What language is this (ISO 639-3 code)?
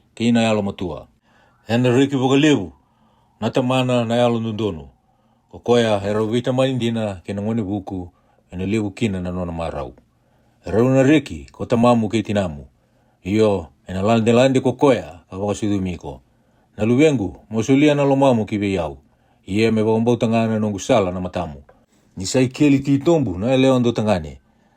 fij